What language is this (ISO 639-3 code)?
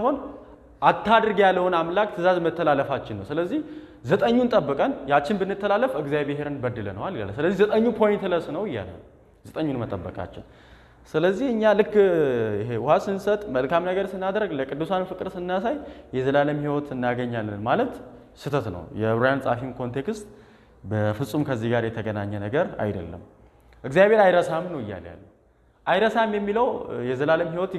amh